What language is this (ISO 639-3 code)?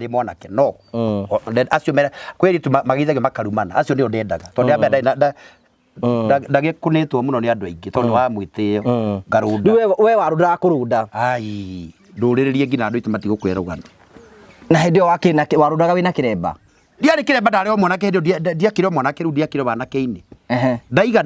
kik